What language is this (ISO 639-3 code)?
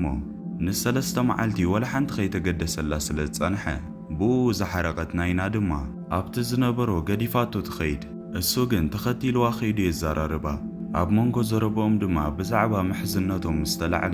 tir